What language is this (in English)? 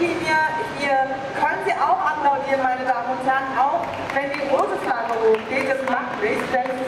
German